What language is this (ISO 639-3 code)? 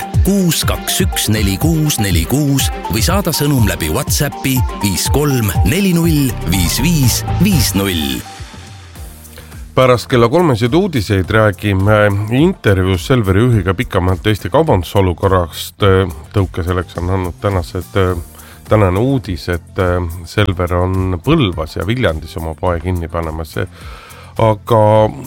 est